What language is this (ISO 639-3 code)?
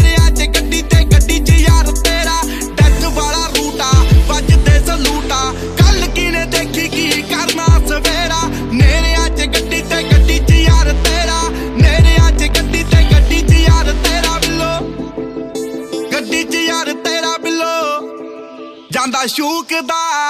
pan